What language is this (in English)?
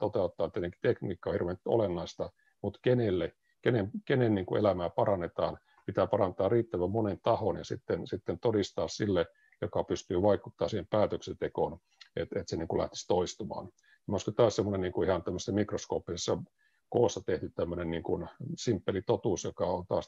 Finnish